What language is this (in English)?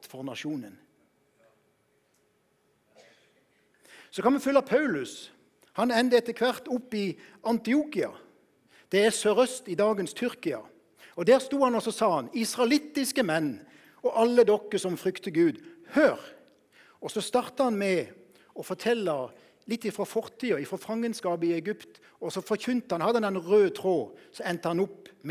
Norwegian